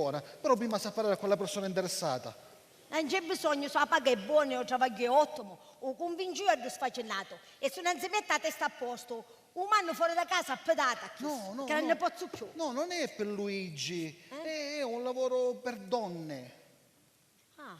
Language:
Sicilian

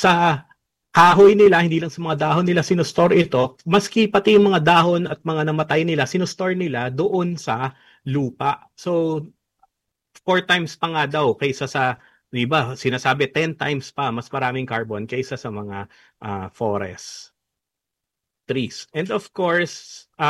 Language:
Filipino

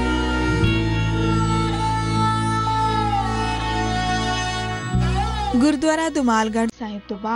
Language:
Punjabi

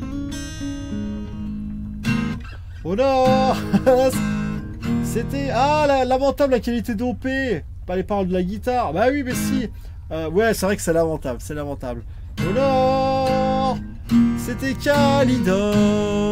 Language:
French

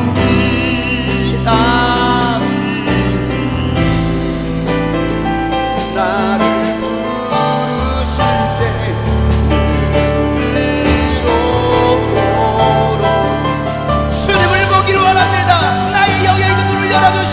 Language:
Korean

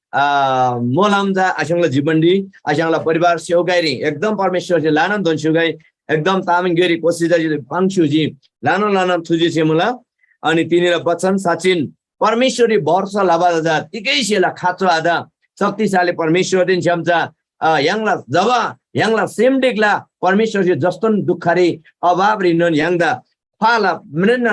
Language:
Eastern Tamang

